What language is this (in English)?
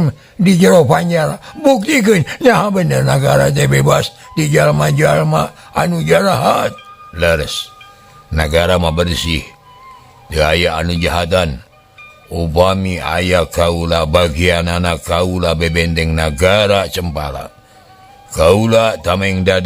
Sundanese